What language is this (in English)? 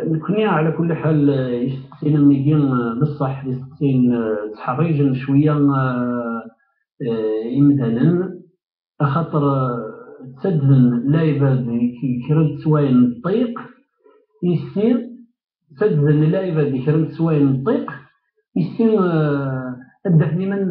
Kabyle